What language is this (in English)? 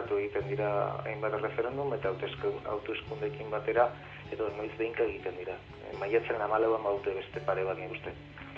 Basque